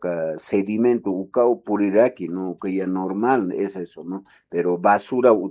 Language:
Aymara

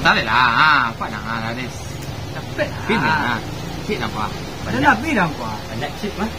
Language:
Minangkabau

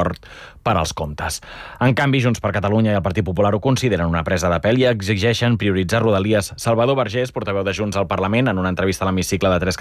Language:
Catalan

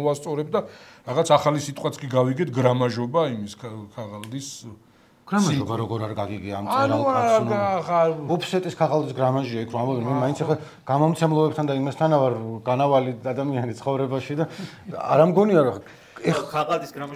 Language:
Georgian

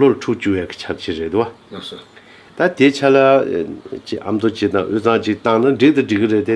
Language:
Tibetan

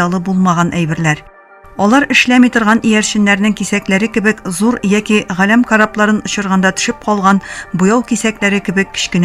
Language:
Tatar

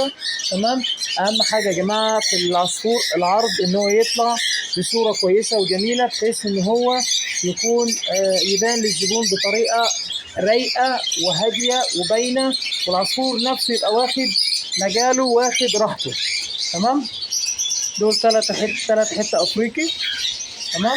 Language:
Egyptian Arabic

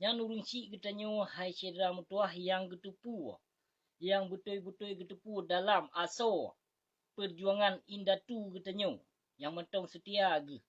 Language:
Achinese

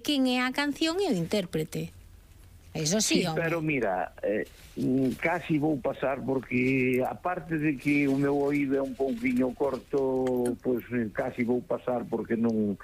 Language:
Galician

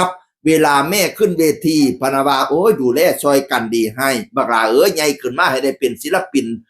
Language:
Northeastern Thai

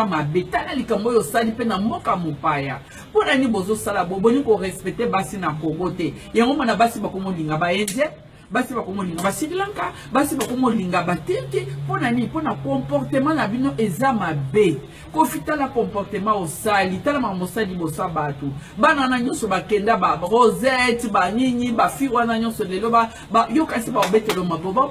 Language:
Lingala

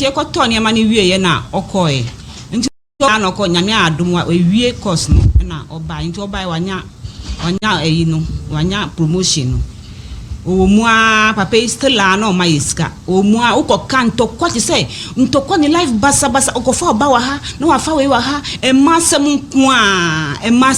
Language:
Akan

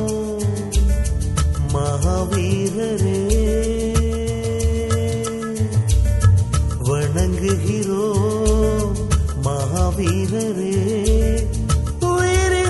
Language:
Tamil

